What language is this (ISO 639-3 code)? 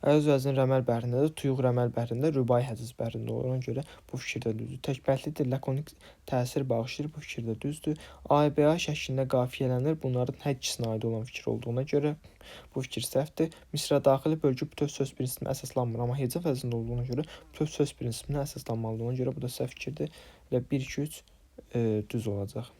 aze